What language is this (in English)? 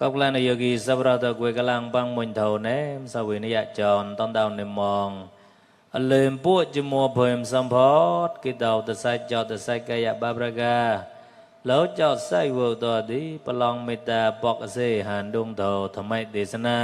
Mon